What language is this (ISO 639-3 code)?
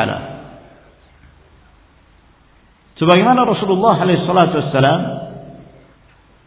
ind